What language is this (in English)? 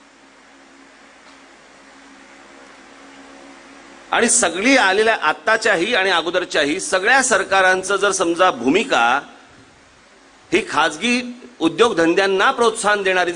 Marathi